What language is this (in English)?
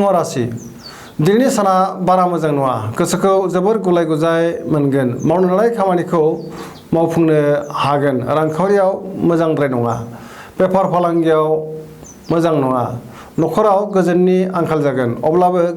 Bodo